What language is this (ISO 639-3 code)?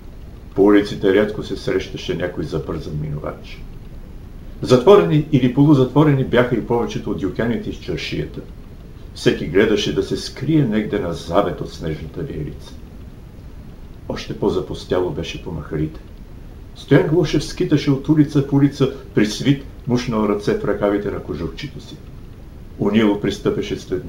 bul